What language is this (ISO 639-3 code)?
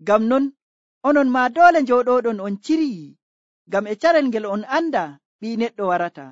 fuv